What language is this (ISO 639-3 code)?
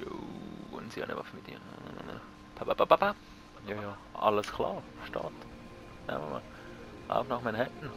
gsw